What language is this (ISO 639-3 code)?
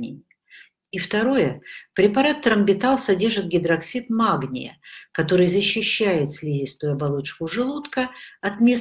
rus